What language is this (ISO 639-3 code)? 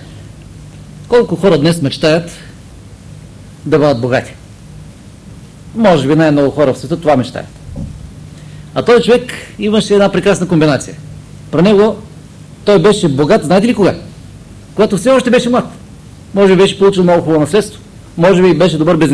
bul